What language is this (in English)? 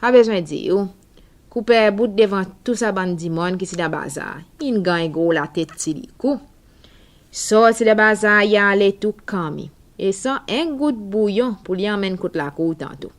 Seselwa Creole French